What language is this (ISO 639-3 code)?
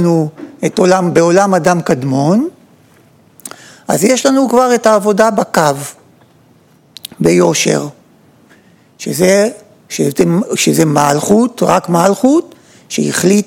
heb